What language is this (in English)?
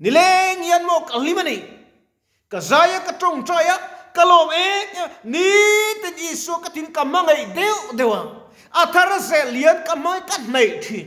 Mizo